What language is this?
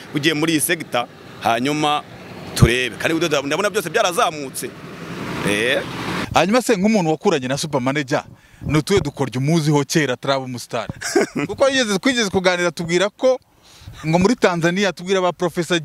Kinyarwanda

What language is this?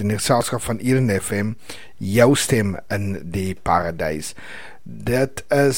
Afrikaans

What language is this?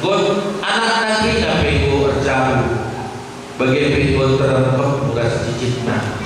Batak Karo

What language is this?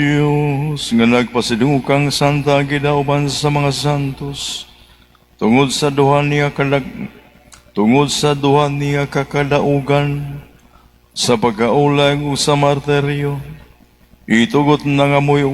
Cebuano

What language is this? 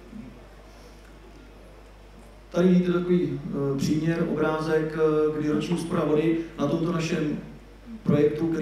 Czech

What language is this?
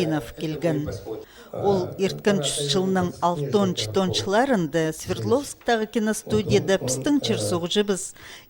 Khakas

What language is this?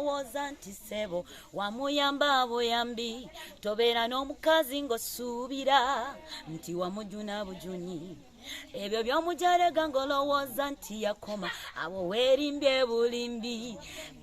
Ganda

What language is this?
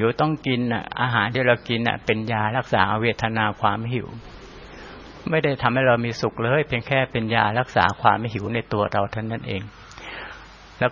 Thai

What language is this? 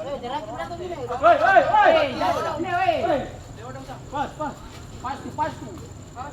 Ambonese Malay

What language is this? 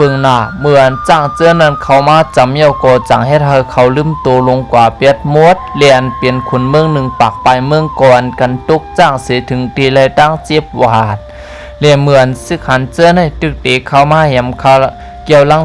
Shan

